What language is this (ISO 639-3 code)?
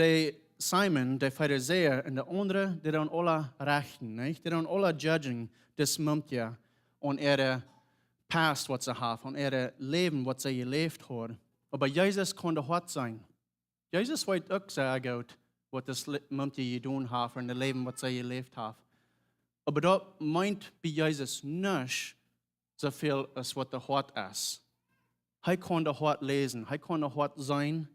pdt